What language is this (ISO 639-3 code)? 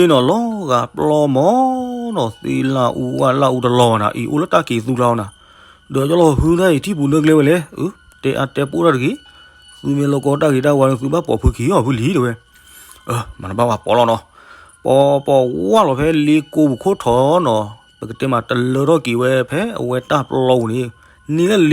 ksw